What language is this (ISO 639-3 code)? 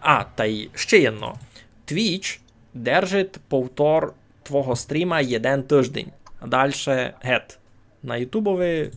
rue